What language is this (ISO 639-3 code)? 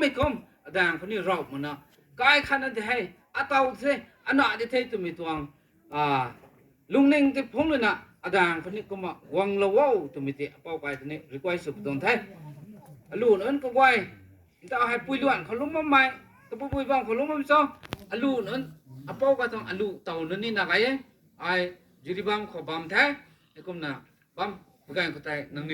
nbu